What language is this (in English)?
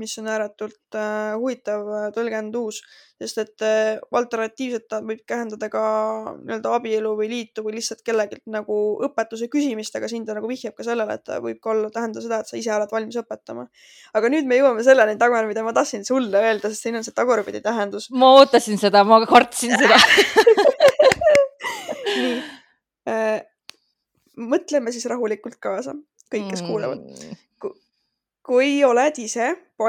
Estonian